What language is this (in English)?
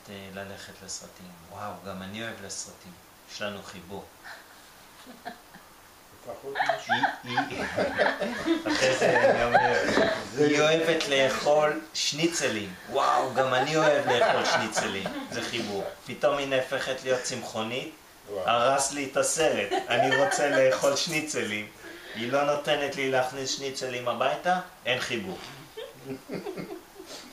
Hebrew